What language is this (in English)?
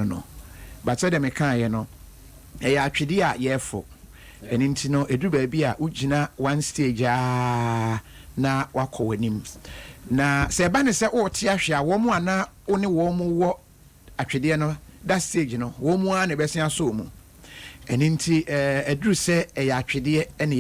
Akan